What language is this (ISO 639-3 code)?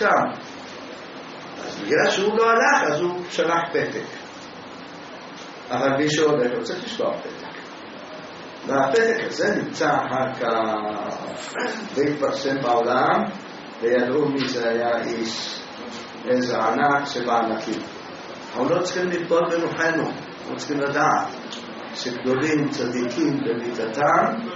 heb